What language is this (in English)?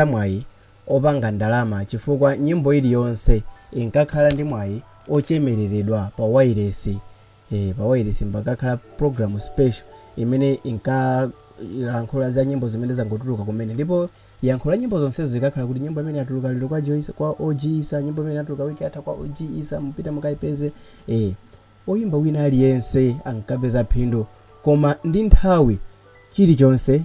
Nyanja